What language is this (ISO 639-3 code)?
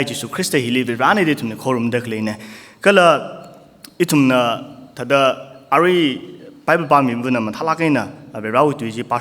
nmf